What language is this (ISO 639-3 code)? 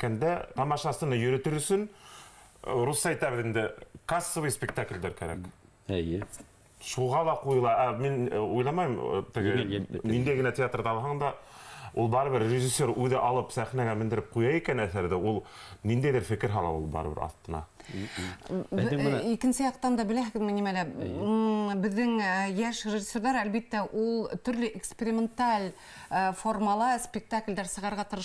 bak